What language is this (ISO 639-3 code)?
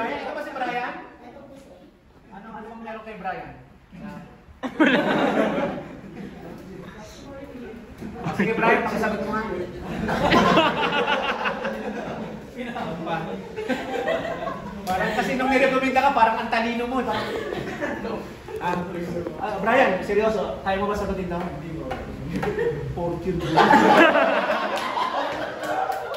fil